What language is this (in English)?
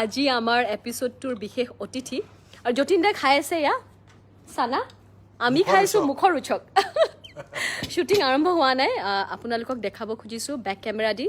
Assamese